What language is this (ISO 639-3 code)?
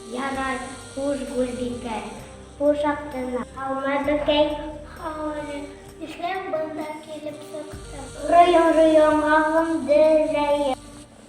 bak